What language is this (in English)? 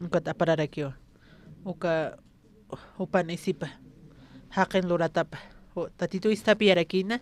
Aymara